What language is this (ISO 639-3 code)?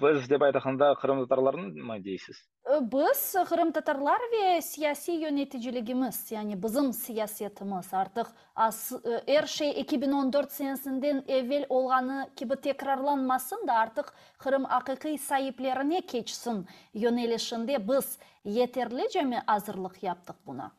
crh